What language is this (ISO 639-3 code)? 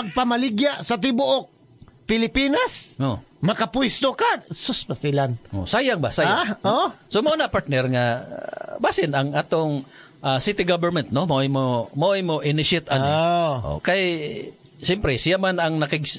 ceb